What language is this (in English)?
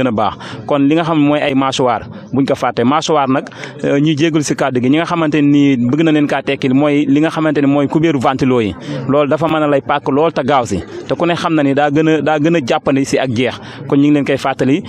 Wolof